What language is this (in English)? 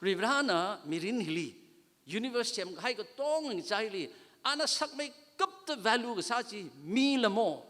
Tangkhul Naga (India)